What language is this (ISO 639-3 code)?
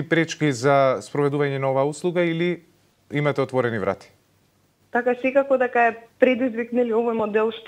mkd